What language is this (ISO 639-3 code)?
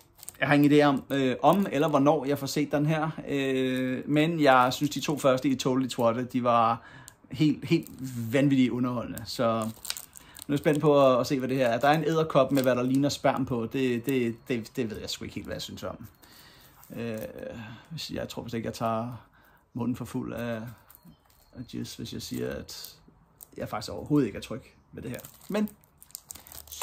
dan